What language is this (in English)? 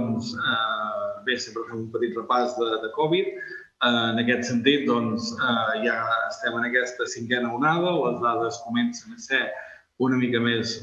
Catalan